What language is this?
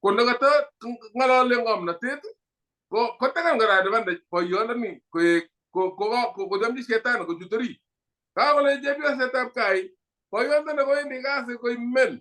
Kalenjin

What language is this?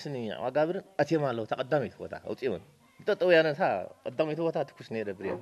Tigrinya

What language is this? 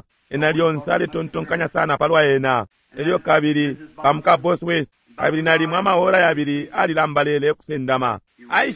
Bemba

